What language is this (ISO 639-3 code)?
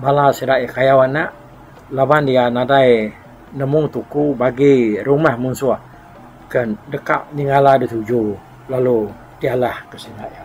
iba